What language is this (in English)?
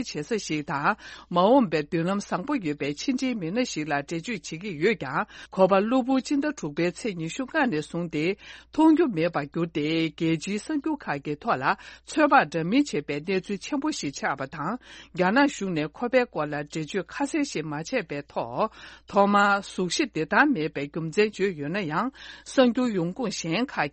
Tibetan